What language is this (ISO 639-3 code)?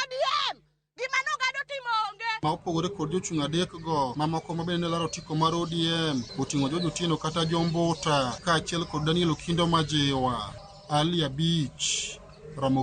luo